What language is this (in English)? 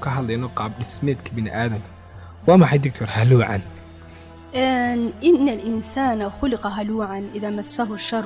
Somali